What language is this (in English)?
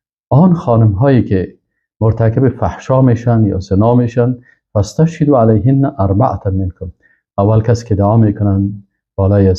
Persian